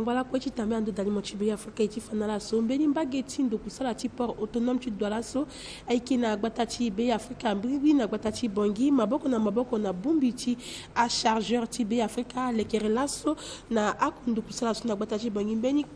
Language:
Sango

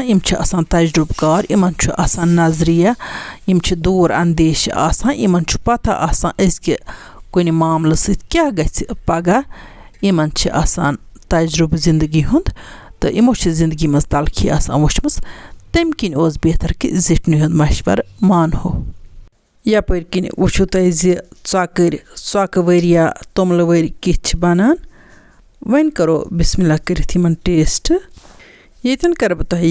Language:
Kashmiri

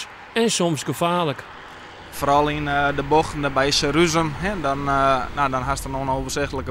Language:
Western Frisian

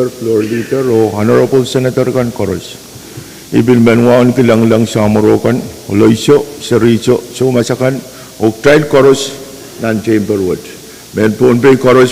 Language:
Pohnpeian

